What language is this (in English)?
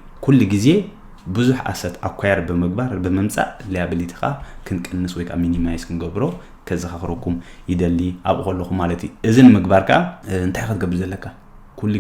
Tigrinya